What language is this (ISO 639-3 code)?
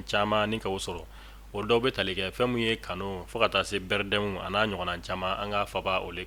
bam